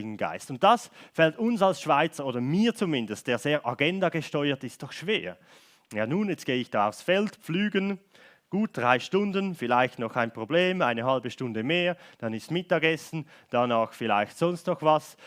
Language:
Swiss German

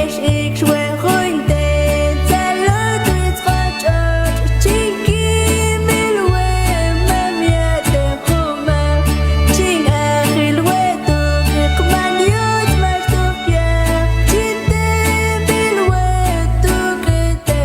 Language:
Mam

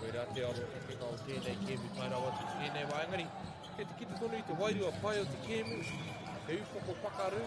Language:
Māori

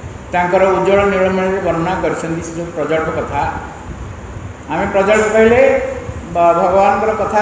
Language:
Odia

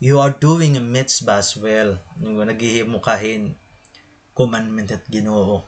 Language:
Waray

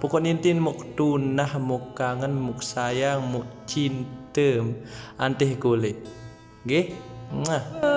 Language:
Sasak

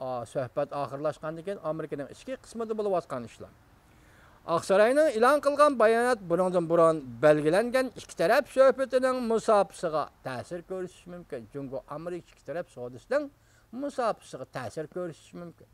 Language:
Uyghur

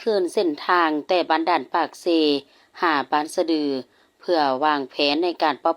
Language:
Lao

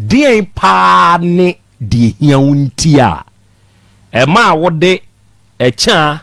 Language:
Akan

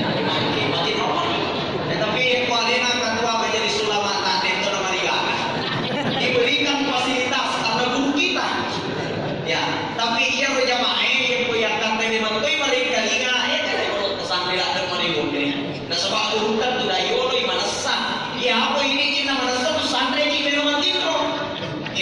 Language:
Buginese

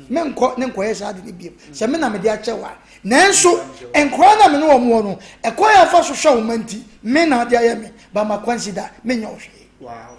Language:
Akan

